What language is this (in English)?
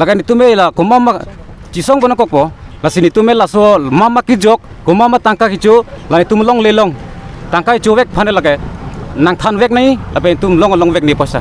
Karbi